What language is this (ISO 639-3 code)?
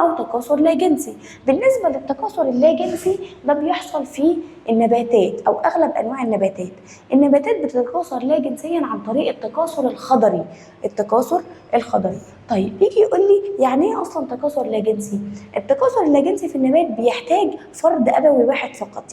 arz